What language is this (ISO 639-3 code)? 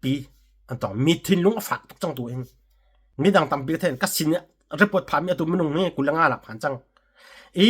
cnh